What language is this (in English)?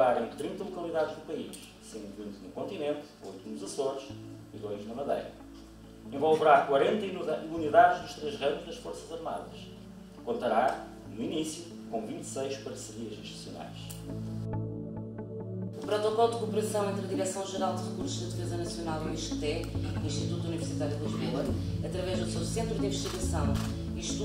Portuguese